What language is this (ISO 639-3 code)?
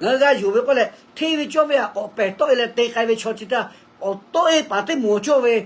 lhu